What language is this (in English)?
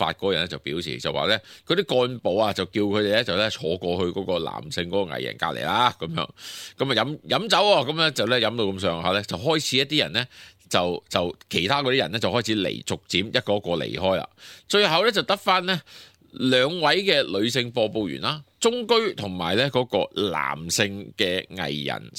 Cantonese